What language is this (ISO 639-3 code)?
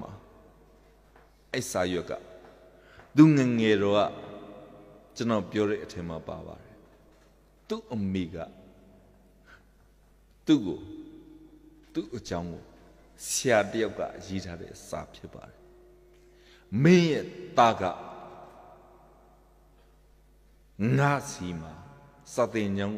mya